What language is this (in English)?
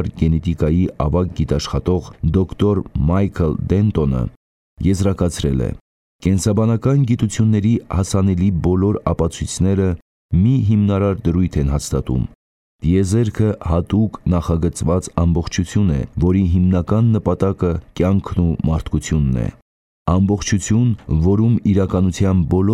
Armenian